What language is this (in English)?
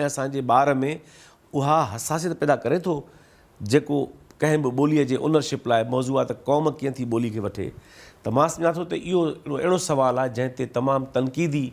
Sindhi